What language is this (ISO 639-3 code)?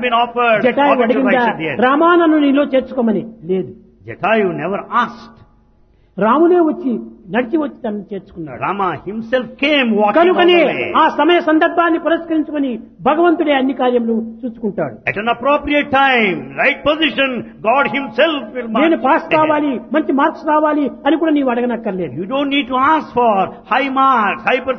tel